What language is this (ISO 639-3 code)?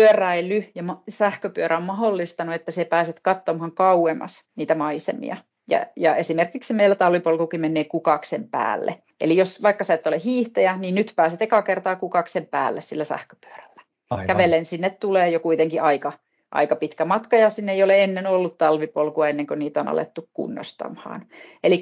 fin